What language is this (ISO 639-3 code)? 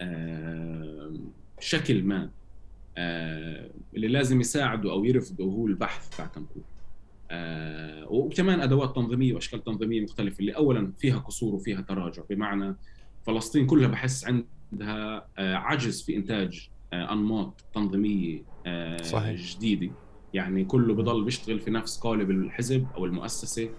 apc